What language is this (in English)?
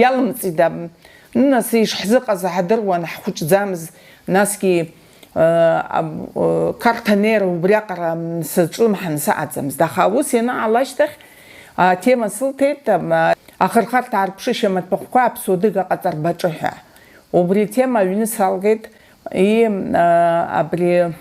Abkhazian